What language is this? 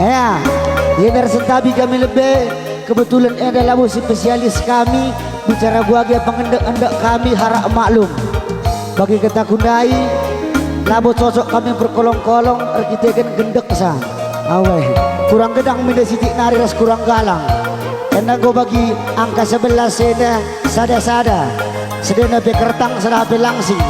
Batak Karo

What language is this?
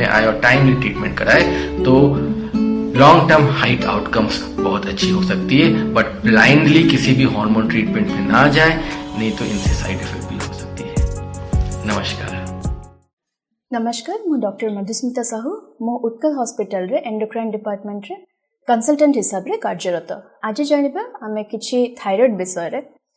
Odia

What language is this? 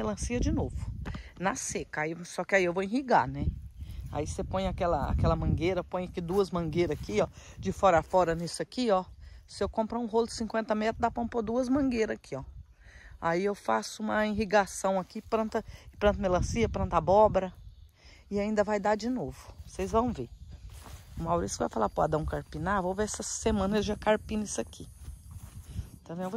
Portuguese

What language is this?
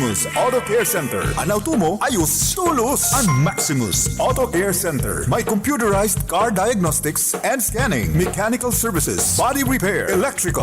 Bikol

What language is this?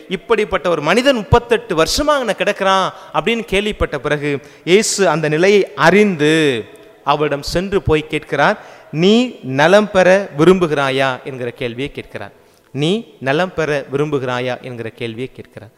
Tamil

